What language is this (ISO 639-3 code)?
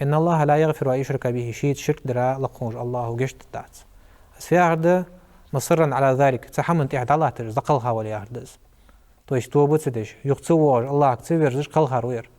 inh